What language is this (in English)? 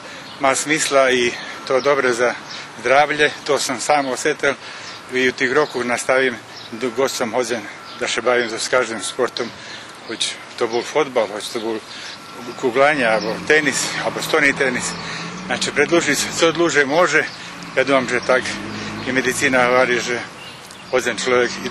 Rusyn